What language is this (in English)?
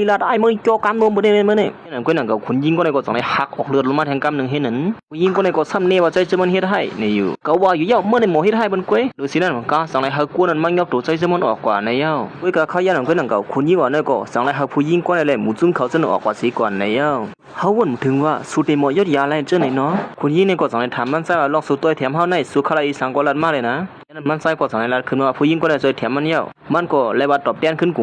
Shan